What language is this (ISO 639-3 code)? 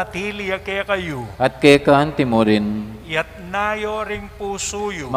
pam